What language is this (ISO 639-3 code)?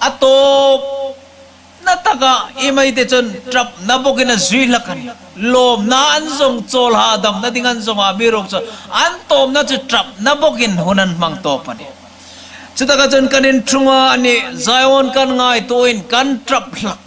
hmr